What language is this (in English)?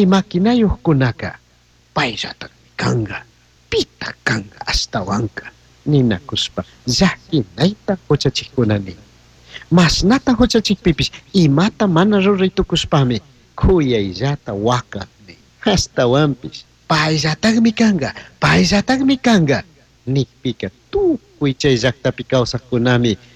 Chimborazo Highland Quichua